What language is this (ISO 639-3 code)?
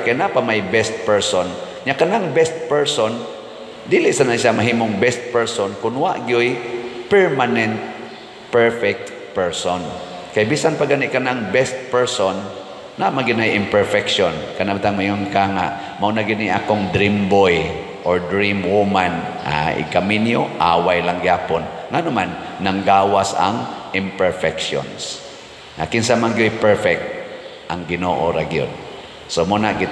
ceb